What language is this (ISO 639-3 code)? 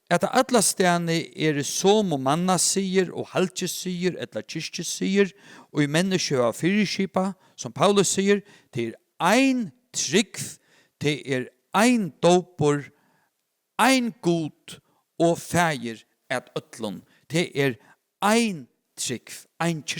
fao